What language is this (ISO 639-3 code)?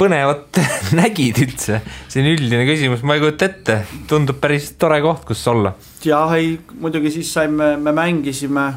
est